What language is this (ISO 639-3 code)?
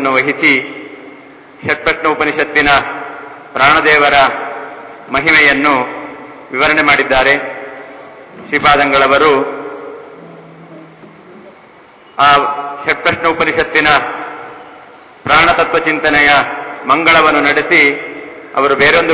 kan